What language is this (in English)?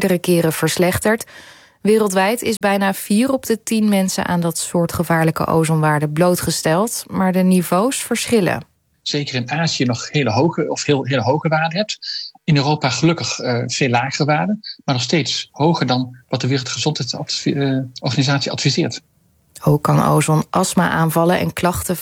Dutch